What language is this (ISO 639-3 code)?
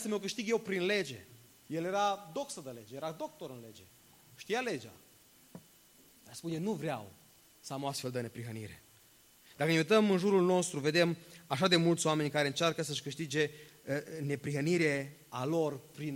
ron